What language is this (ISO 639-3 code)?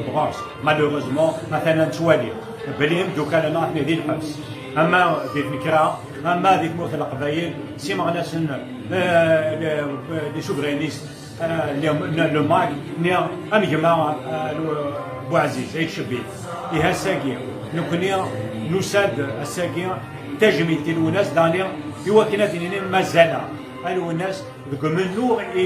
kab